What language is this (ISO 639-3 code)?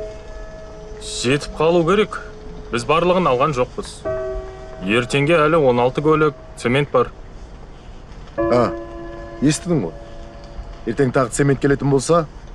kaz